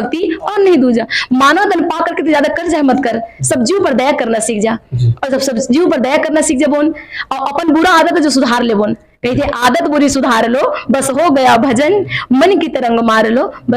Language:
Chhattisgarhi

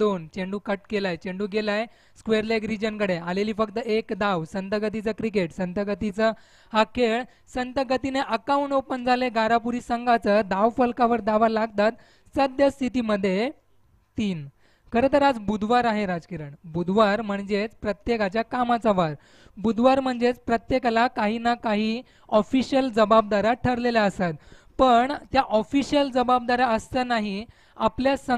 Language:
Marathi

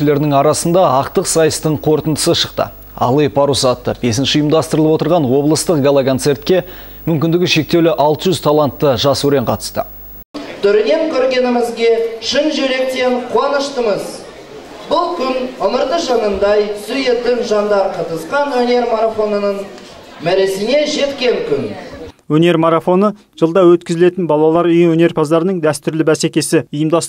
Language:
Kazakh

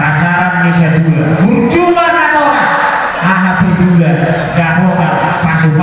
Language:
Batak Toba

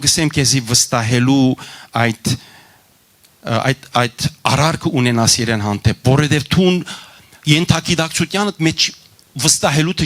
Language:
Western Armenian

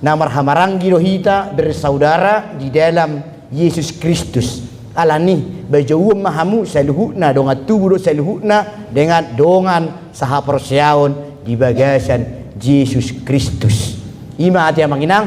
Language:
Batak Toba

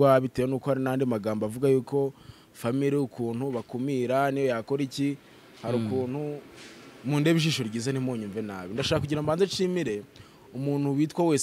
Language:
Kinyarwanda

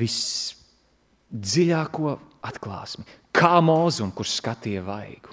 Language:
Latvian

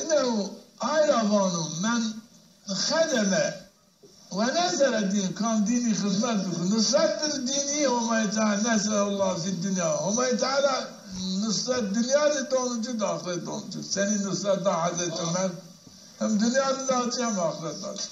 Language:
Zaza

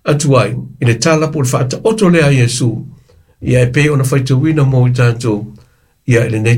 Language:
Samoan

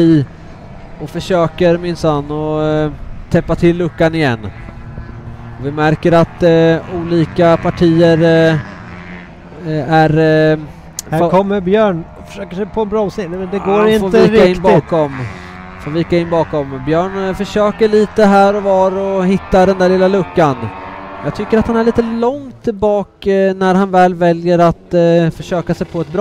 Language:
Swedish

